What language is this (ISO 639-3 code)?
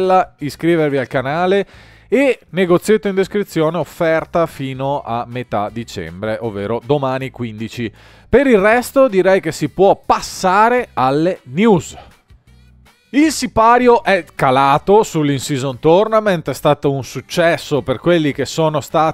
ita